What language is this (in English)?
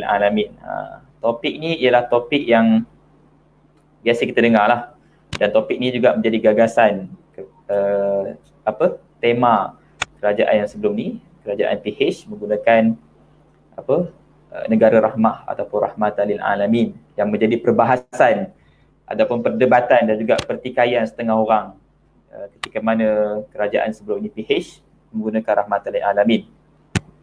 Malay